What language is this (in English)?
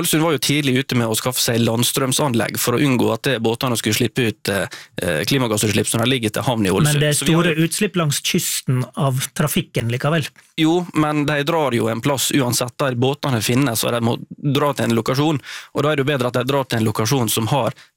Norwegian